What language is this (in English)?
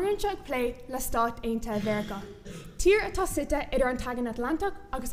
Irish